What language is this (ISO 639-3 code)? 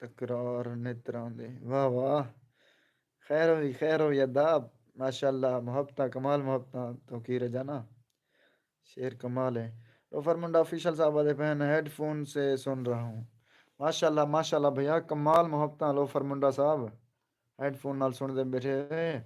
skr